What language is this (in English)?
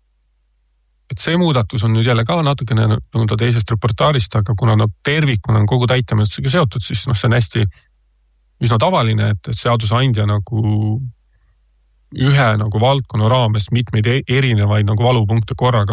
Estonian